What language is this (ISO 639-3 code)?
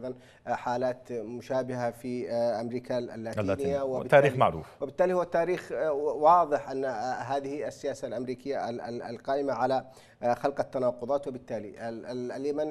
ara